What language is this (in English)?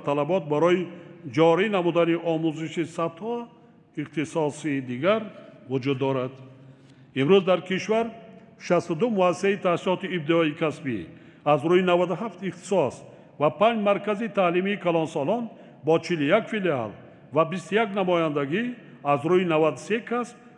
Tajik